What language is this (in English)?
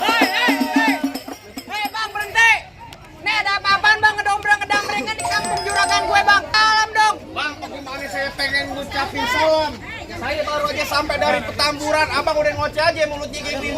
Betawi